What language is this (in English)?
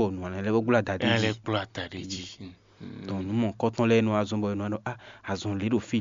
Fon